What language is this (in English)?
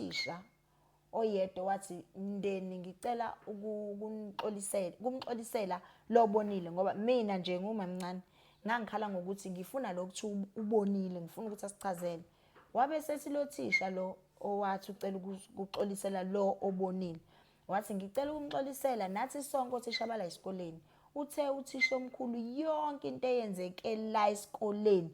Zulu